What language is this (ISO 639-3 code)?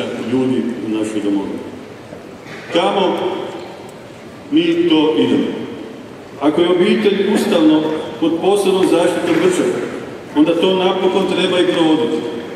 hrv